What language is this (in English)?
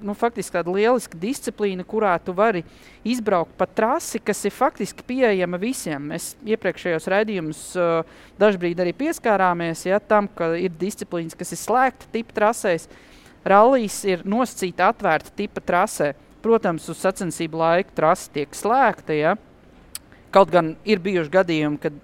Latvian